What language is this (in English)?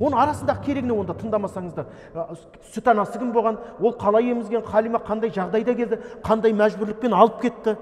Kazakh